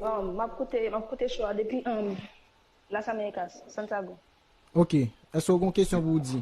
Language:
Haitian Creole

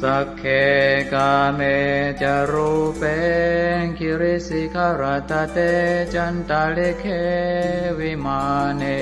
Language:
Pali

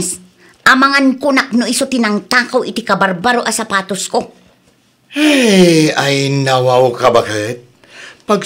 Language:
Iloko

